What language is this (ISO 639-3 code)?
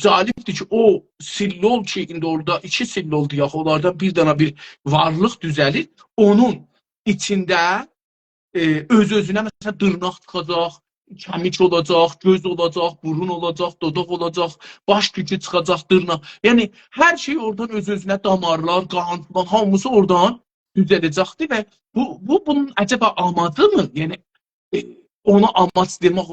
azb